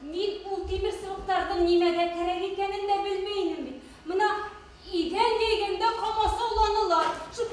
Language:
Bashkir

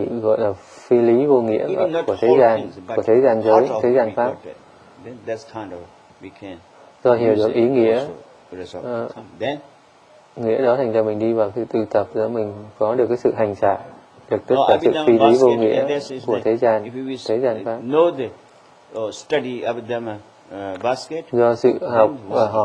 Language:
Vietnamese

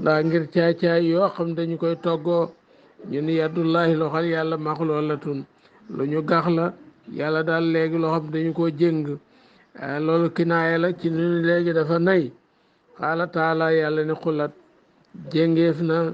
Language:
Wolof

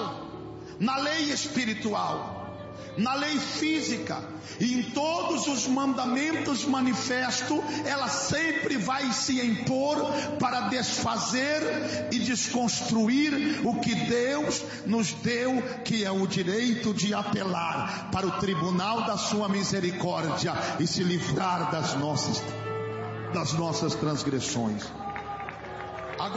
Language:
Portuguese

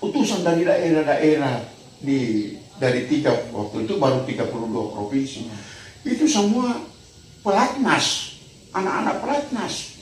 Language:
Manado Malay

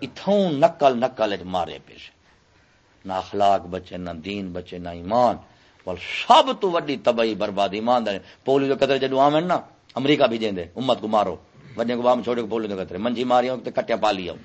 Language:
Saraiki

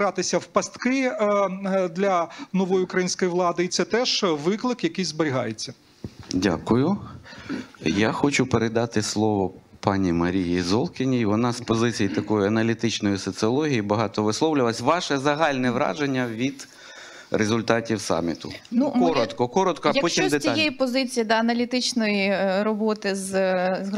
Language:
Ukrainian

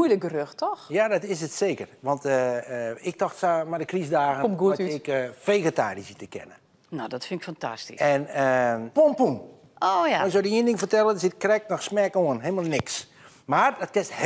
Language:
Western Frisian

